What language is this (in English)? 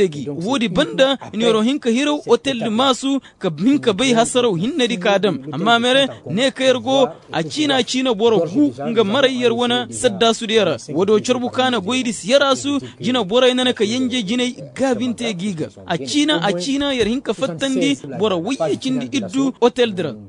Koyraboro Senni